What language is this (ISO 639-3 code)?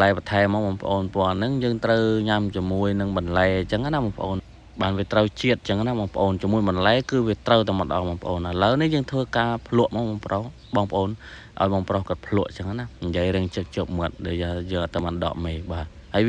khm